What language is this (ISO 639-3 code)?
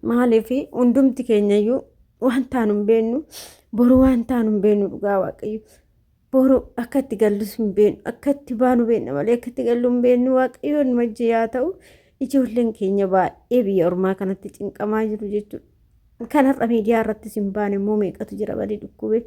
orm